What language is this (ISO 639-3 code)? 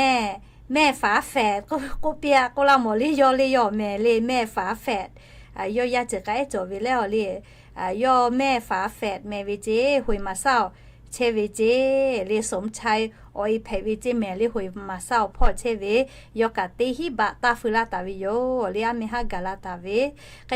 lhu